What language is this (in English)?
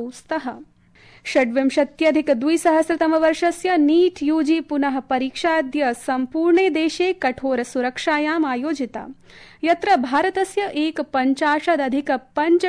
Sanskrit